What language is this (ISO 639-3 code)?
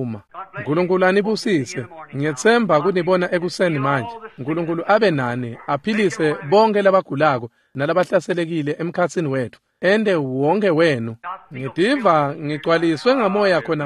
ssw